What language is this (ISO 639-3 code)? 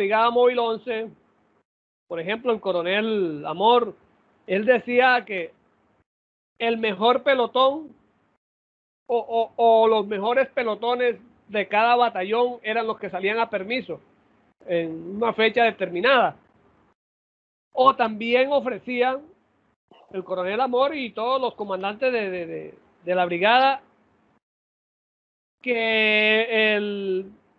spa